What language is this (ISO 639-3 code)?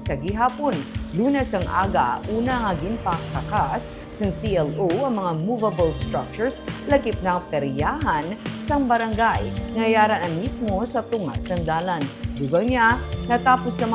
hil